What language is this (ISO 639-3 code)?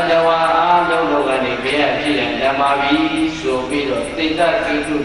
mya